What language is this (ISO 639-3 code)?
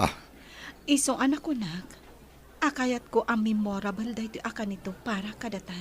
ilo